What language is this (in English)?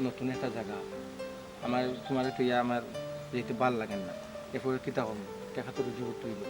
Sylheti